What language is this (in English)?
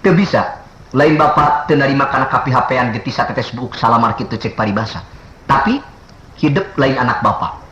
Sundanese